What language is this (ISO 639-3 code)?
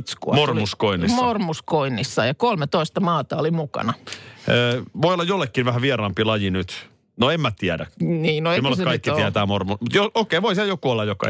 fin